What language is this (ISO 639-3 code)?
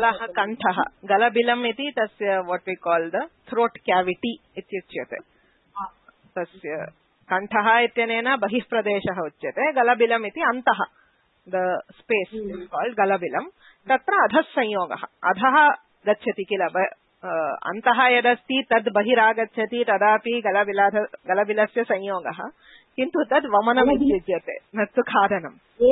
san